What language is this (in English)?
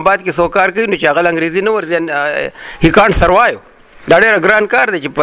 Pashto